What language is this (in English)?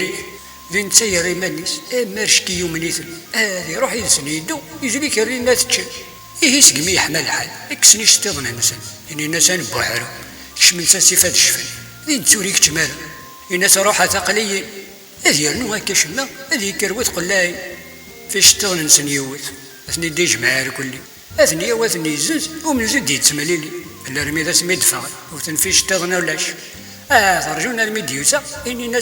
Kabyle